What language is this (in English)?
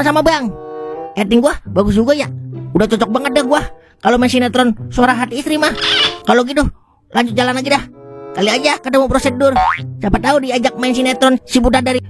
Betawi